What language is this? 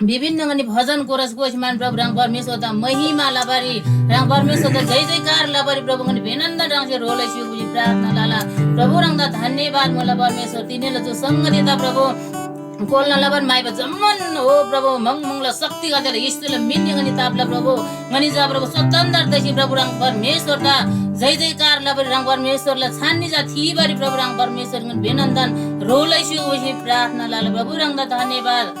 Eastern Tamang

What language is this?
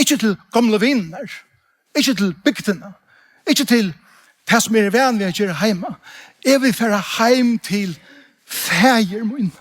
Faroese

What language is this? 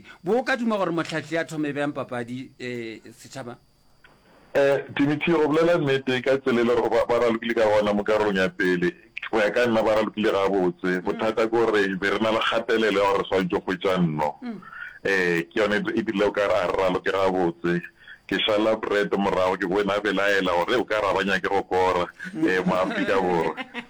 Northern Sotho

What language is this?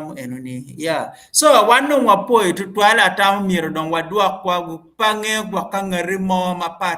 Acoli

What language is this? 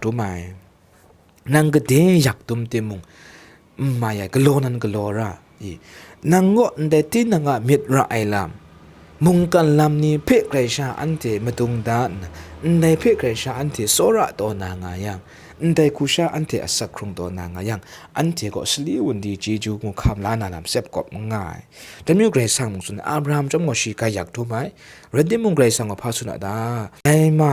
Kachin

